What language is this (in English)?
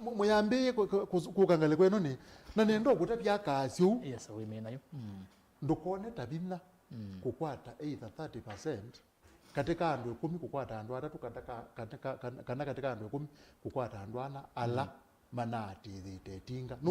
Kamba